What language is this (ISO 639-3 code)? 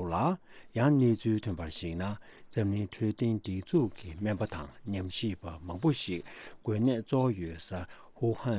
bod